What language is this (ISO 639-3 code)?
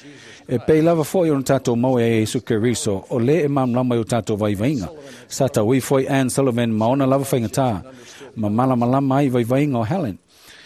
smo